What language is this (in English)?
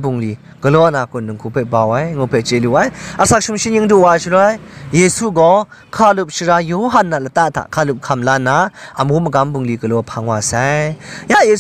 Kachin